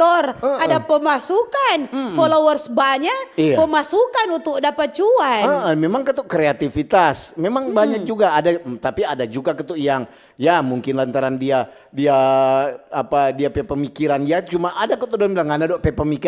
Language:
Manado Malay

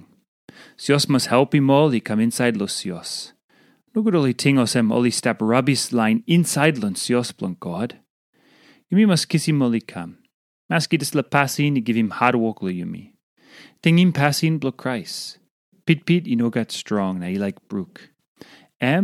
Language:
Tok Pisin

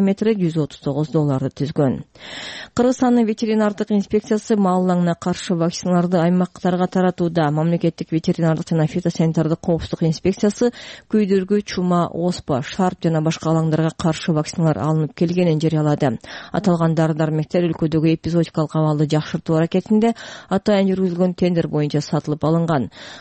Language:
Kyrgyz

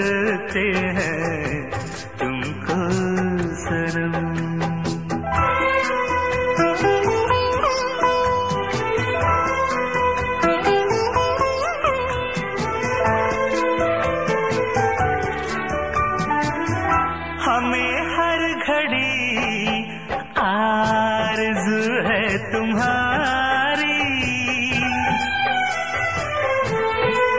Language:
Hindi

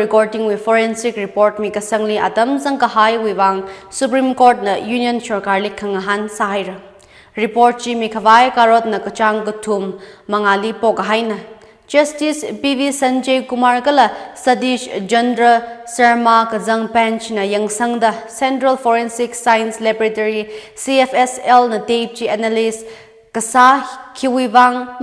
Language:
Tangkhul Naga (India)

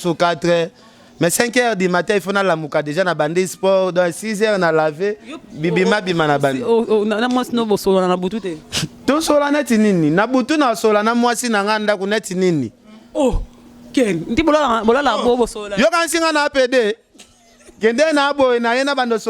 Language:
Lingala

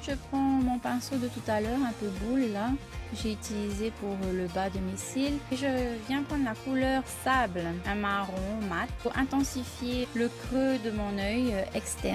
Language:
French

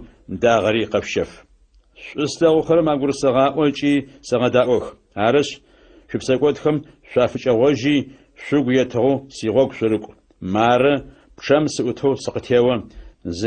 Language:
Adyghe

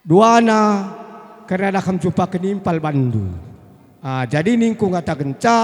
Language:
Batak Karo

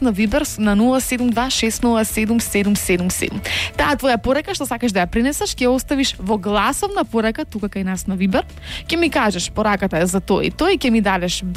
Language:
Macedonian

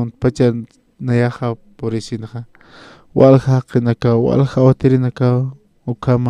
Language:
Aymara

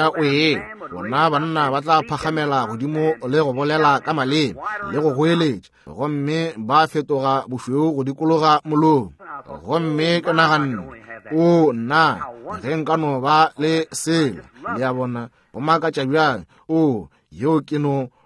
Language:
Northern Sotho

